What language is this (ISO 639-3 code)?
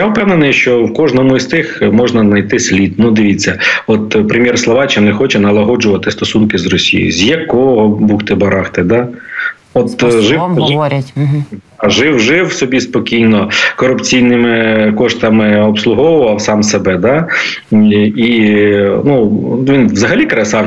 ukr